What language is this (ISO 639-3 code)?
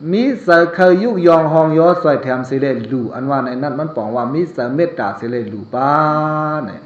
shn